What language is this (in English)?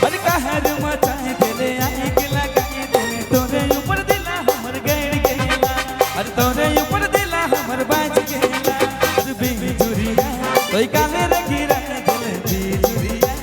Sadri